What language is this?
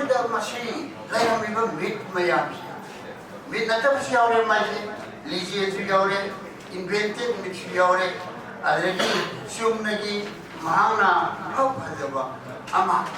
Manipuri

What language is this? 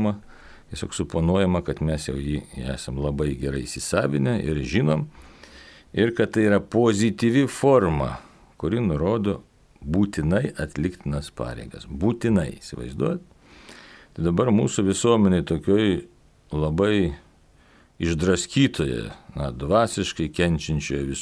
Lithuanian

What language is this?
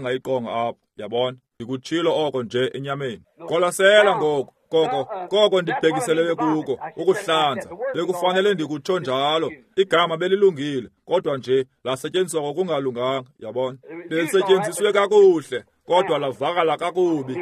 Xhosa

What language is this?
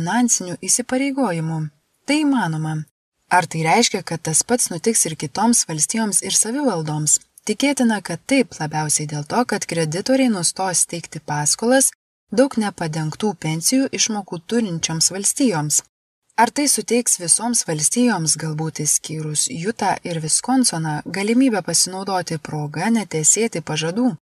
Lithuanian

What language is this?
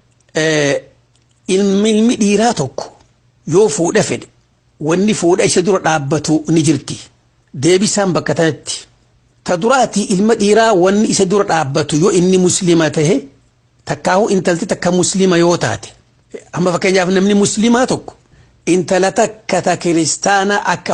Oromo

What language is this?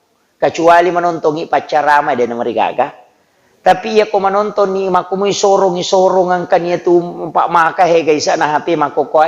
Buginese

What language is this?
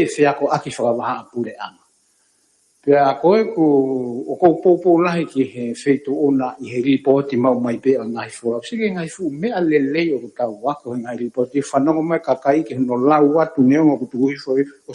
Tongan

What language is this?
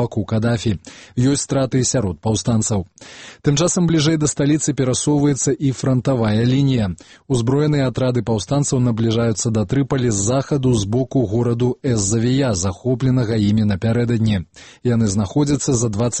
Belarusian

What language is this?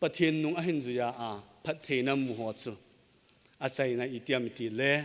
Thado Chin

